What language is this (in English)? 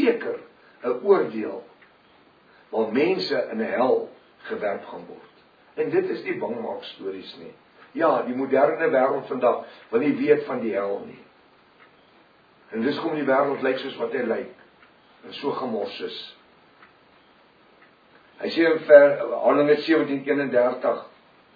Afrikaans